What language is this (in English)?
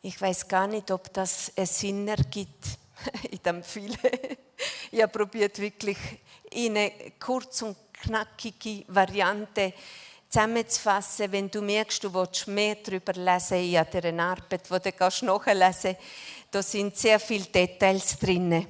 Swiss German